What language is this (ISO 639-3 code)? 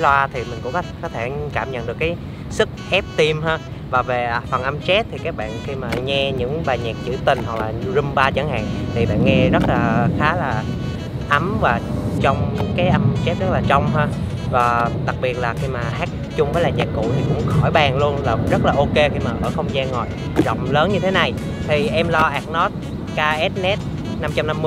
vie